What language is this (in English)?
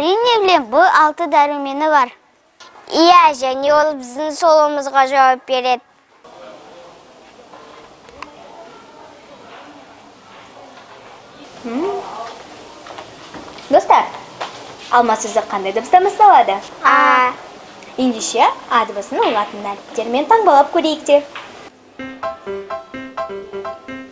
Kazakh